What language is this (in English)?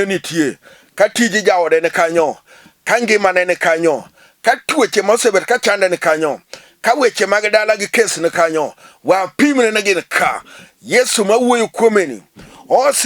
Luo (Kenya and Tanzania)